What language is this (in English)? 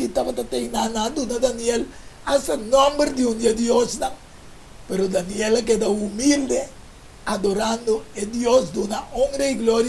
Papiamento